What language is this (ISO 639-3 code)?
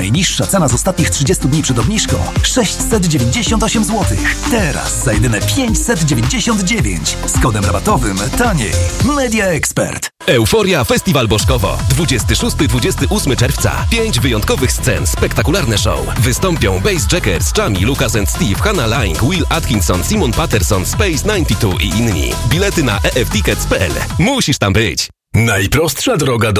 pol